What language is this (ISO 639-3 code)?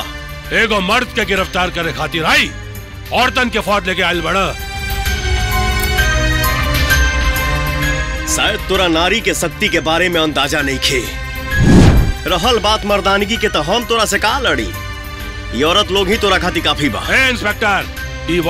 bho